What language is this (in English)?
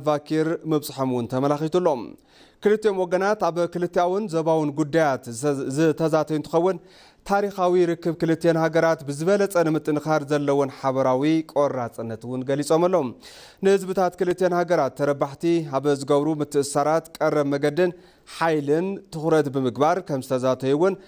Tigrinya